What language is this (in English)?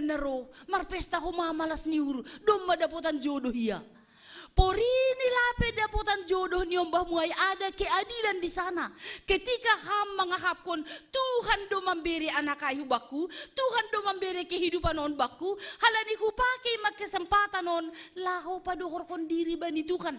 Batak Simalungun